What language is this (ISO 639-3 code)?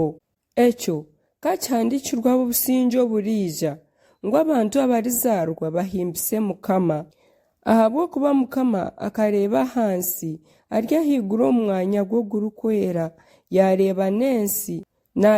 nyn